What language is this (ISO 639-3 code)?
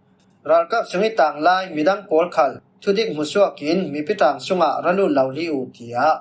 cfm